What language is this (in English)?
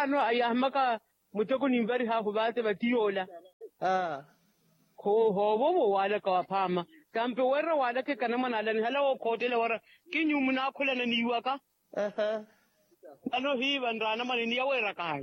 Makhuwa